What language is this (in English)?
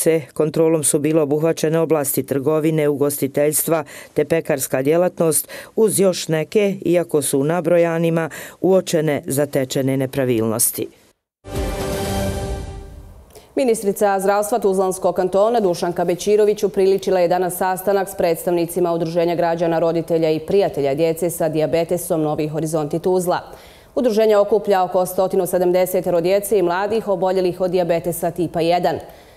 Bosnian